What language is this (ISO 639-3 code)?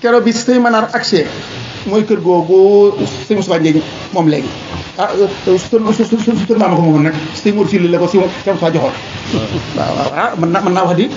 wol